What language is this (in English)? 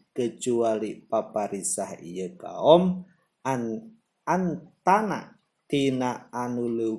Sundanese